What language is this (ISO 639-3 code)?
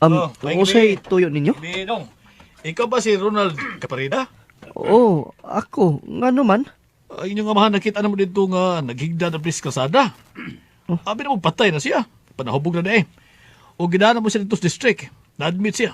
ceb